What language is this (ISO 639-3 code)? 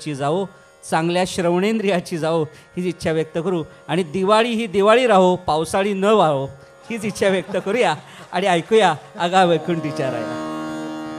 mar